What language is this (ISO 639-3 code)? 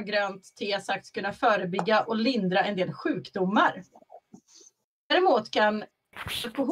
swe